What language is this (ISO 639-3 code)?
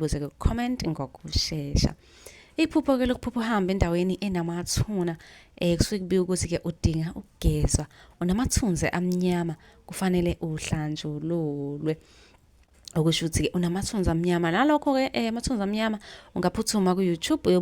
zul